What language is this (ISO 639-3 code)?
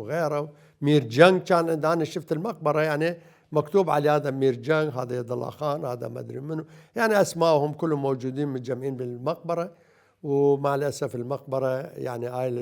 acm